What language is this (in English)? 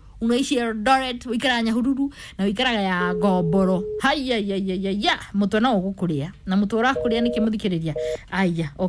Kikuyu